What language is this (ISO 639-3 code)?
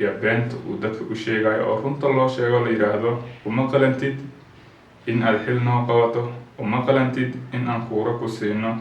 som